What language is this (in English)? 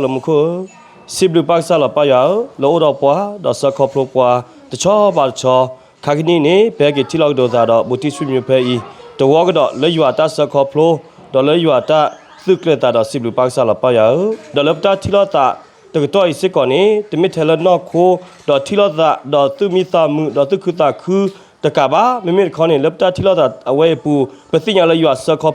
S'gaw Karen